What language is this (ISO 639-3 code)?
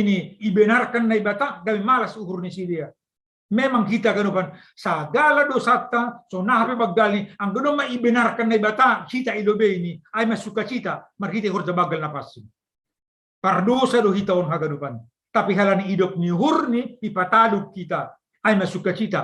bts